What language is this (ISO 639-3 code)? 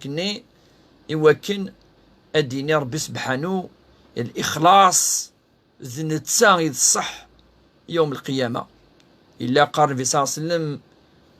kab